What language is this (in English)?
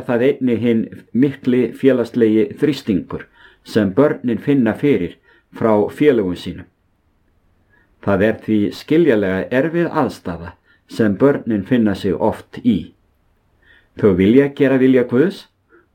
Icelandic